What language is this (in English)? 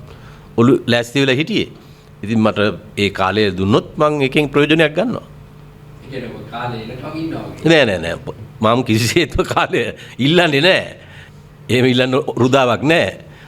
Sinhala